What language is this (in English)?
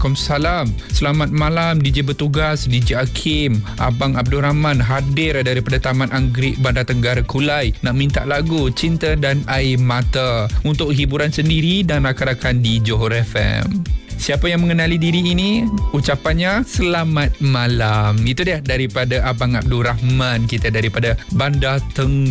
Malay